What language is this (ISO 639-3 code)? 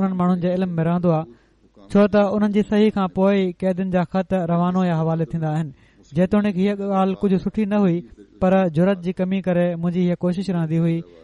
snd